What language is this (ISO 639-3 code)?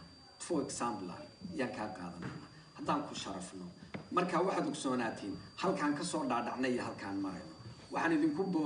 som